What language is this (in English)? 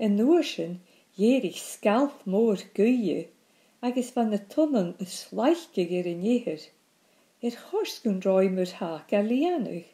Scottish Gaelic